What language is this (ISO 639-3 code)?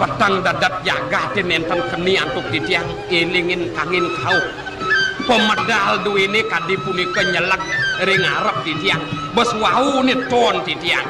ban